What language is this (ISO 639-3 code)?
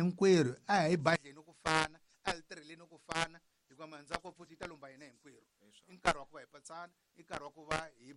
tso